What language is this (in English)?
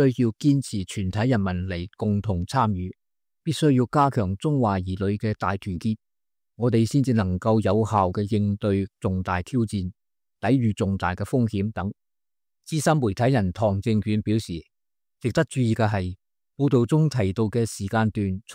Cantonese